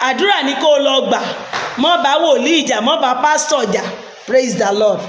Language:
Yoruba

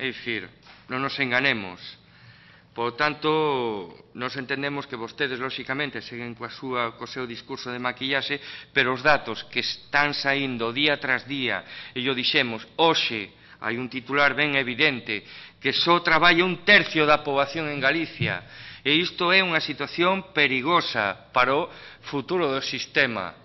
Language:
Galician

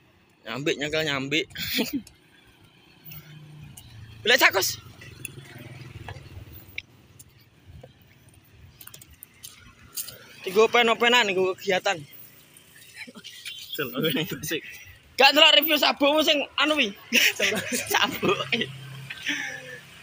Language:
Javanese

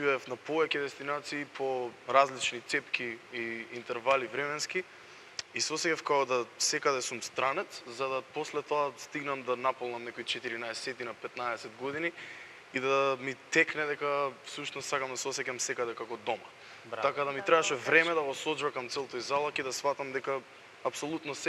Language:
Macedonian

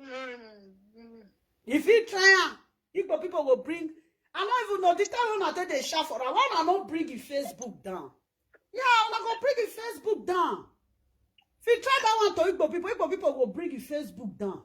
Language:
Nigerian Pidgin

